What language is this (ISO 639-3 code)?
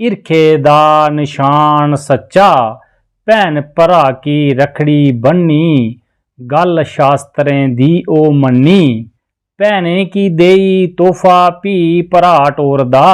doi